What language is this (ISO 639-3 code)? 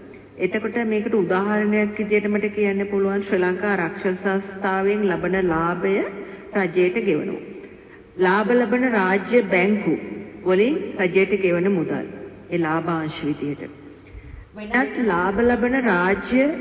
sin